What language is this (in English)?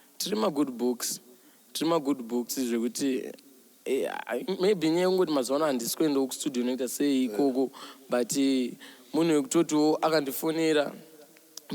Shona